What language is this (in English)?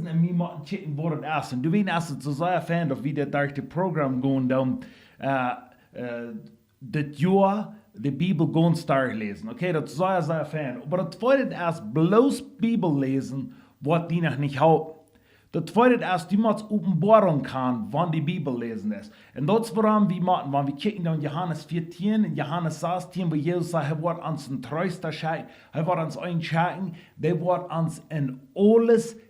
Plautdietsch